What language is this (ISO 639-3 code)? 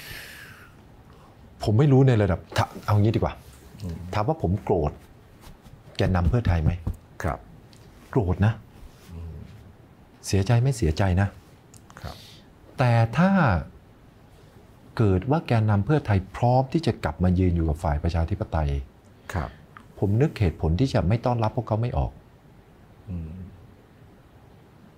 tha